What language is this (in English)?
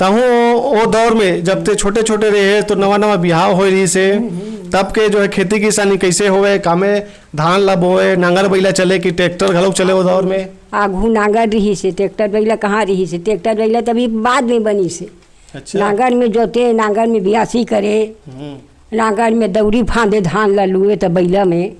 Chhattisgarhi